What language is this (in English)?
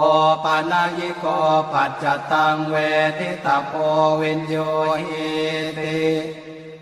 Pali